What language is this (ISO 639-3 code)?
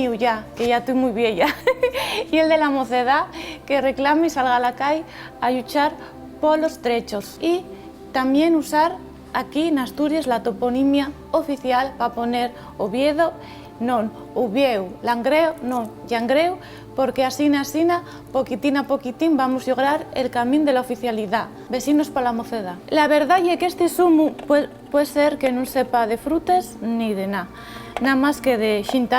ast